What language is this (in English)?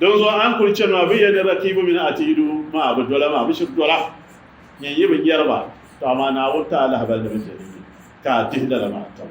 Dagbani